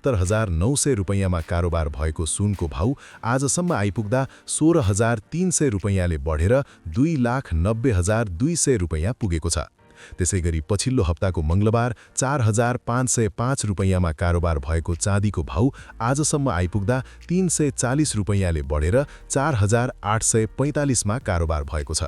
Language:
Nepali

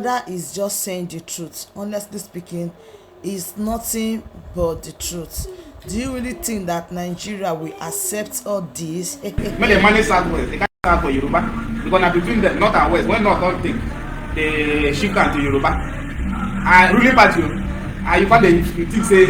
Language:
Nigerian Pidgin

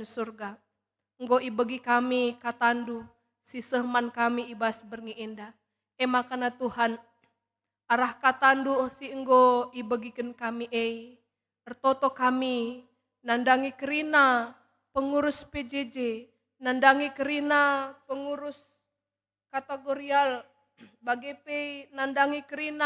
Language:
Batak Karo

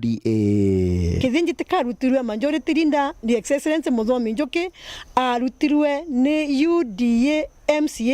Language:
Meru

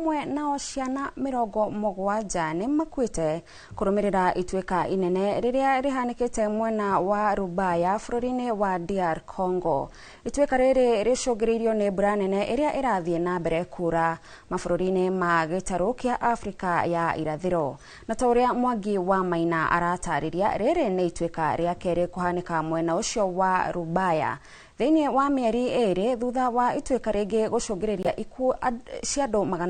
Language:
Kikuyu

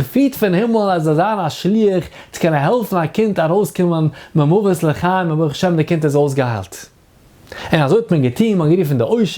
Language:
Yiddish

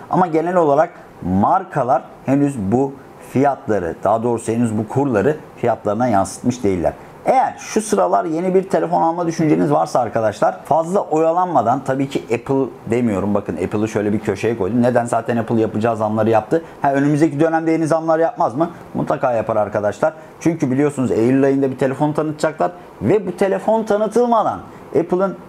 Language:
Turkish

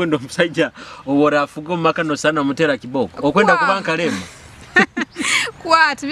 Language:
Nyoro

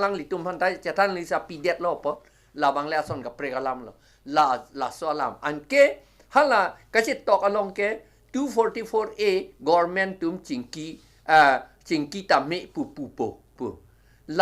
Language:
Karbi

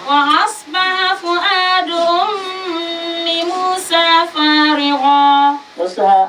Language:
Dagbani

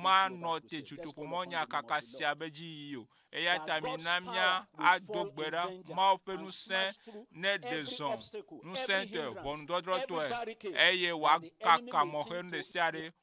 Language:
Ewe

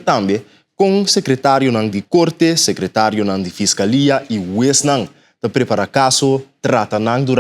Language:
Papiamento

